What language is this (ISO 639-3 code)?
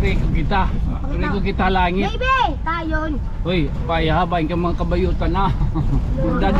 war